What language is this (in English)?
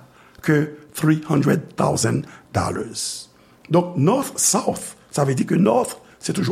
Haitian Creole